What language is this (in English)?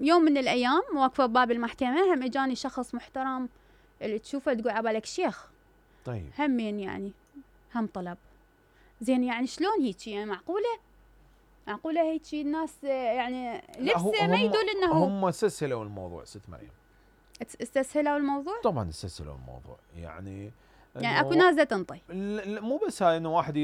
Mesopotamian Arabic